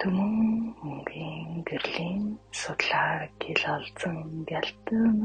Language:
Mongolian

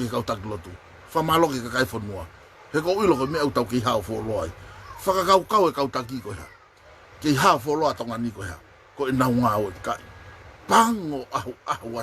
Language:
Tongan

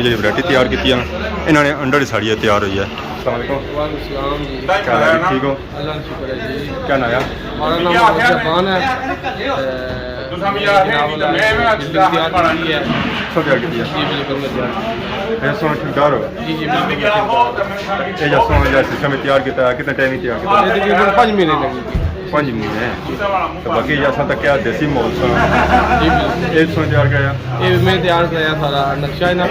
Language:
Pahari-Potwari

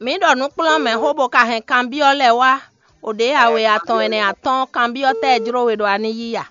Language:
Fon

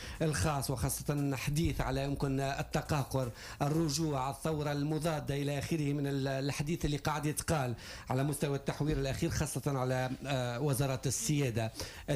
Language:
Tunisian Arabic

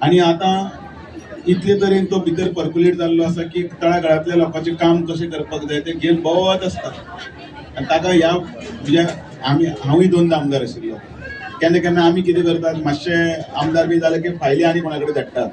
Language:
Konkani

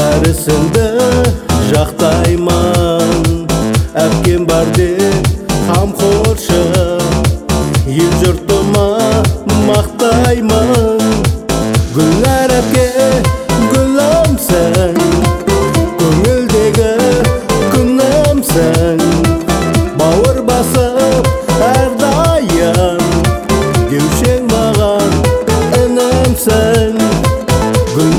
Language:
Kazakh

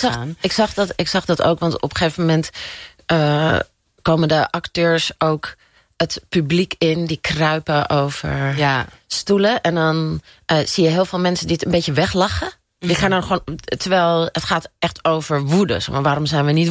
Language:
Dutch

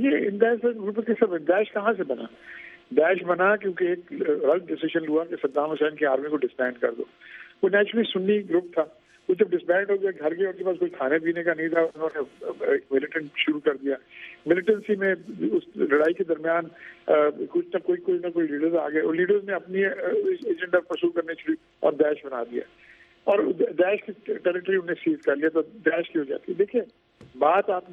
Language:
Urdu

